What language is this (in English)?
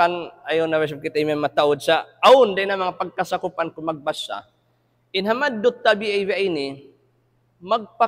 Tausug